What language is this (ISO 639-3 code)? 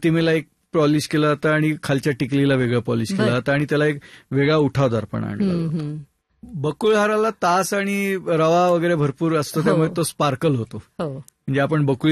mar